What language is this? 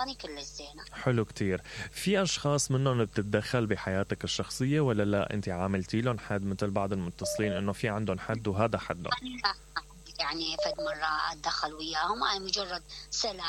Mesopotamian Arabic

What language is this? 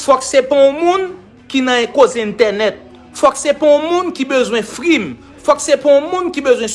Haitian Creole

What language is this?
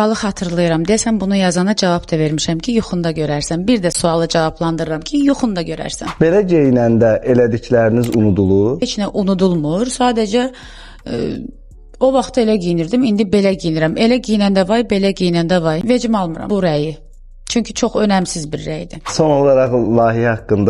Azerbaijani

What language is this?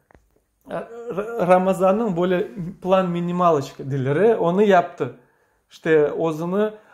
Crimean Tatar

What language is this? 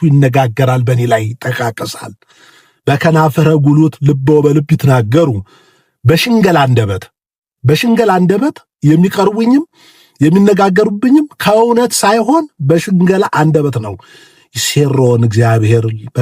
Amharic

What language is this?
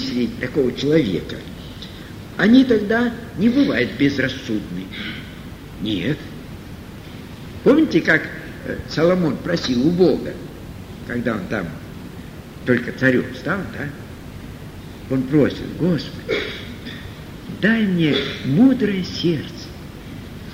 Russian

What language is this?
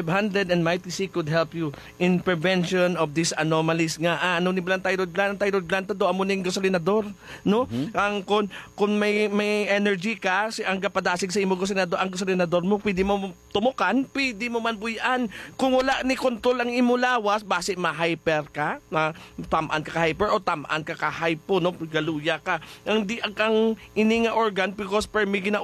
Hiligaynon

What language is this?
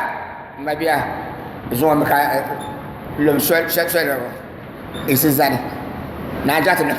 Dagbani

